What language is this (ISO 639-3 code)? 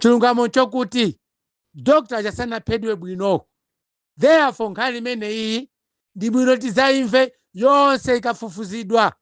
nya